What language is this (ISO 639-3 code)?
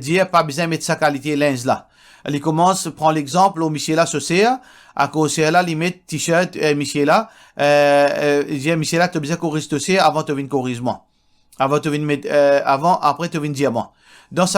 mfe